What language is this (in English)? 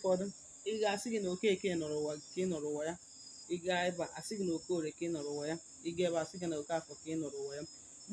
Igbo